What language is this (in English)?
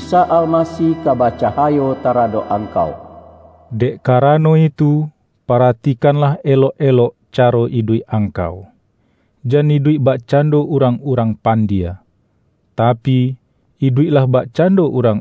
Minangkabau